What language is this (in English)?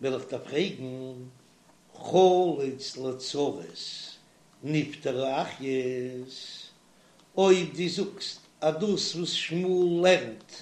Yiddish